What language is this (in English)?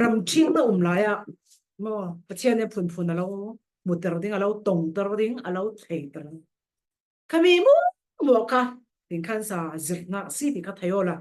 Falam Chin